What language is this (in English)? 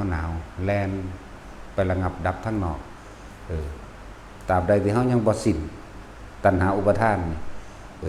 Lao